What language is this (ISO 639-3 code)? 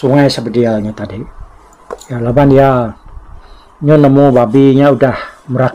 iba